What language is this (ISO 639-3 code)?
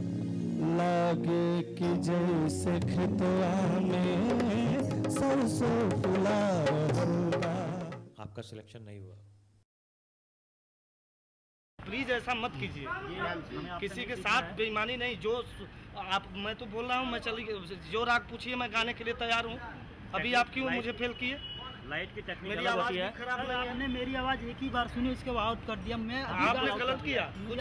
bho